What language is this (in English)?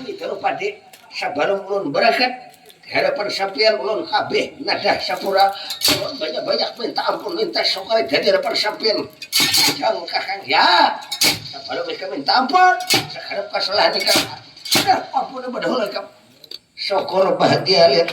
Banjar